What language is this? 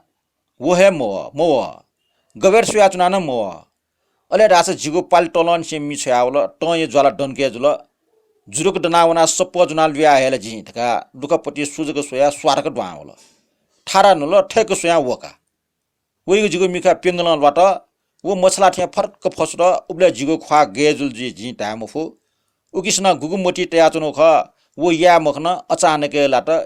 Newari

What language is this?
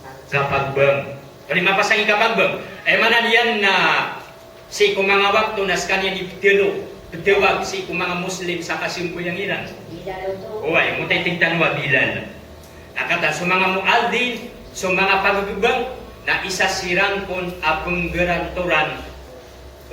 Maranao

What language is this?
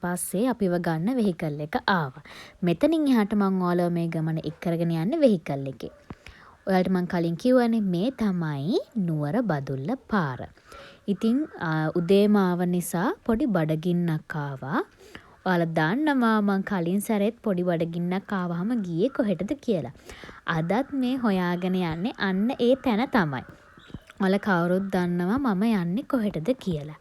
Sinhala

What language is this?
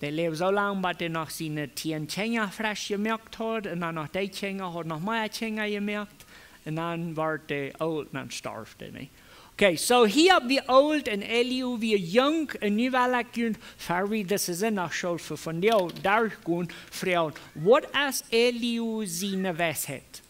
Plautdietsch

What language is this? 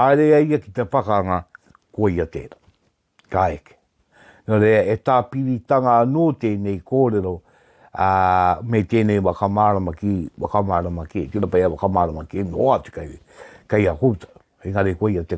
Māori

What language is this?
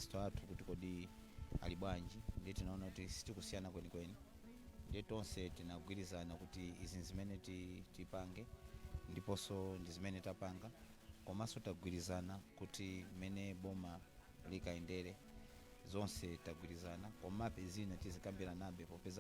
Nyanja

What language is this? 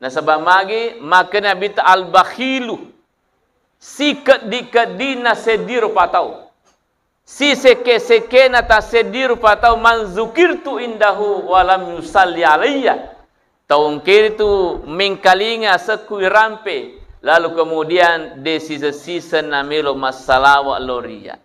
Buginese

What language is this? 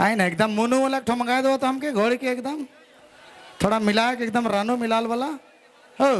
Sadri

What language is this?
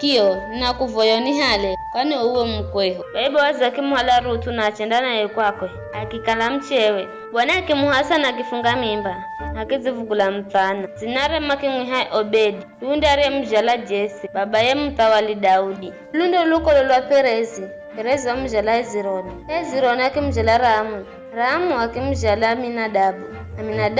Giryama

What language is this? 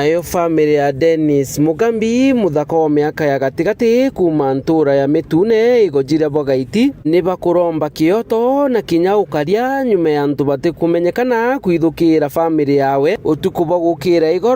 Meru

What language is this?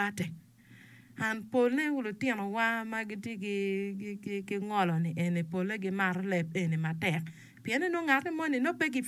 Acoli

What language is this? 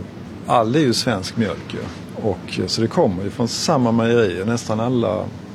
Swedish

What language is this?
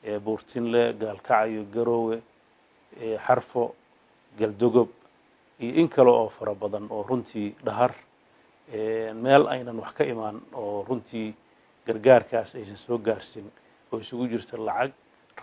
Somali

